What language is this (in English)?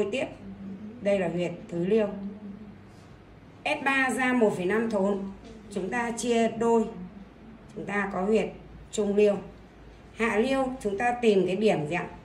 Vietnamese